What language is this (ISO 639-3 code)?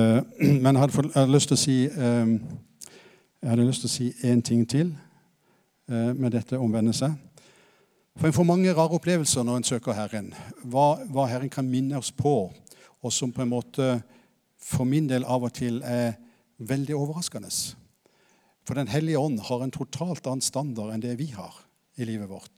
nor